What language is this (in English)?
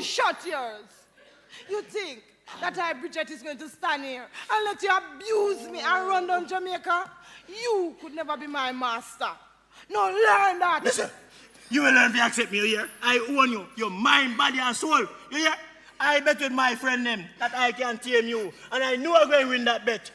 Jamaican Creole English